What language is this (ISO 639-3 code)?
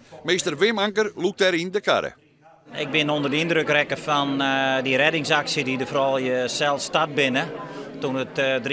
fry